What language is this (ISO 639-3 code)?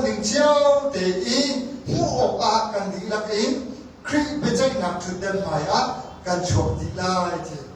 cnh